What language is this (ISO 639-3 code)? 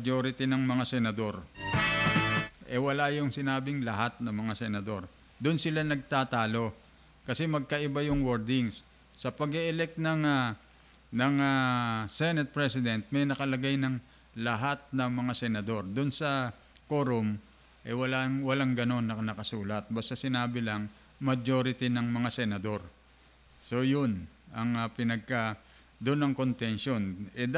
fil